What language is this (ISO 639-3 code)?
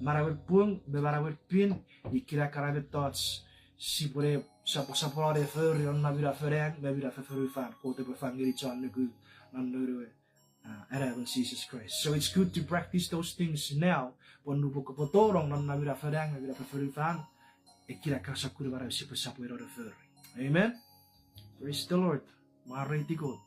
chk